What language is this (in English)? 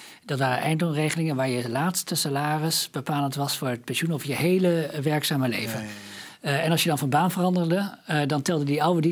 Dutch